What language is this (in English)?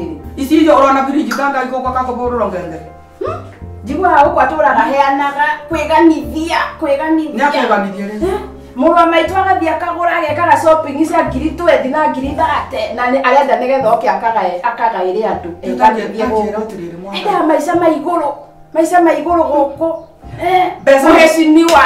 Kikuyu